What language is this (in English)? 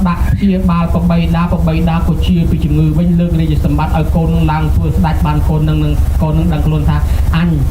Khmer